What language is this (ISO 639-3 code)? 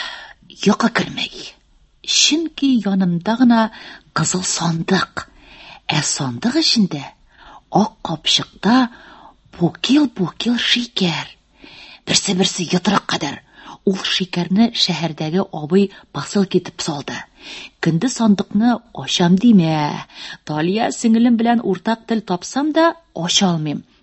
tat